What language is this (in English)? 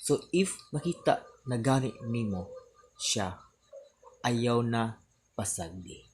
Cebuano